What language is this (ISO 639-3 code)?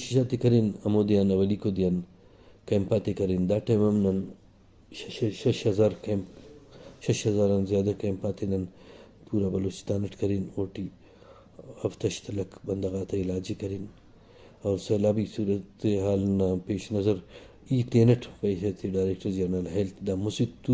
brh